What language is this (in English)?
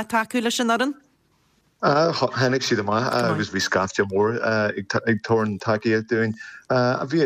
Irish